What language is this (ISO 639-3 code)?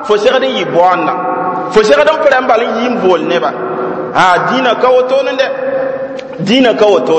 mos